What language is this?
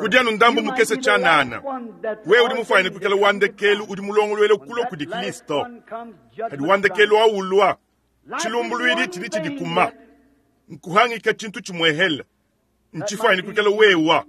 Luba-Lulua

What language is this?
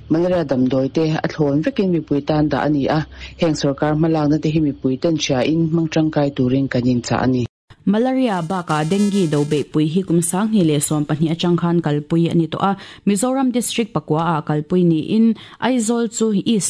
Mizo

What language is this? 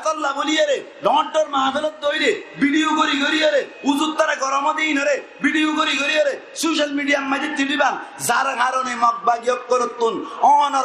Rohingya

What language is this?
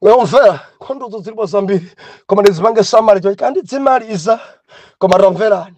Nyanja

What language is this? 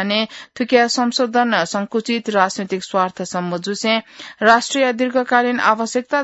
Newari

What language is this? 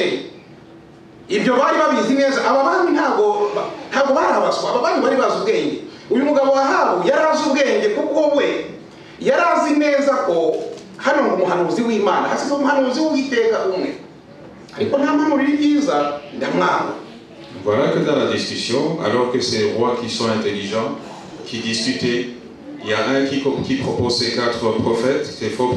Kinyarwanda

